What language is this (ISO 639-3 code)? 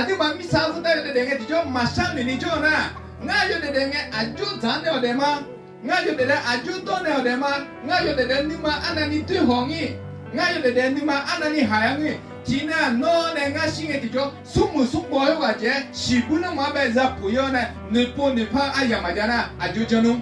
ahk